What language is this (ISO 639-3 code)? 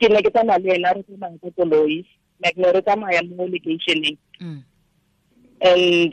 tsn